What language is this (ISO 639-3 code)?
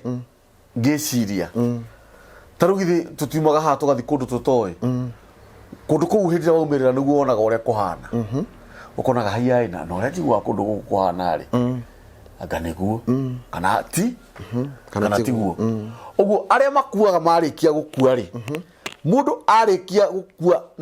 kik